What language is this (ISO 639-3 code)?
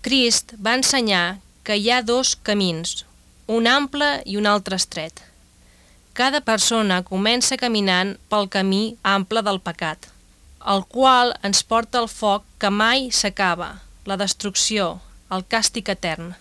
cat